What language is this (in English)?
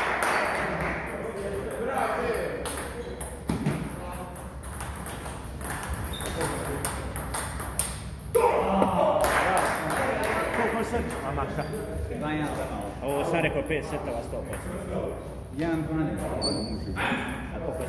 Croatian